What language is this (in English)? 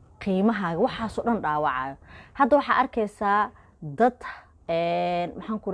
Somali